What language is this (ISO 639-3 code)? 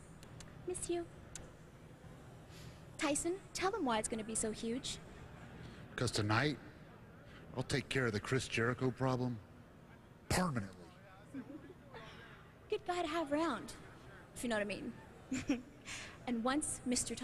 eng